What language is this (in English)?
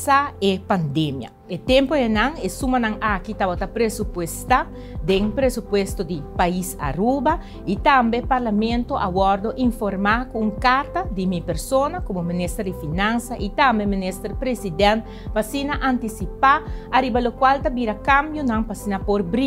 Papiamento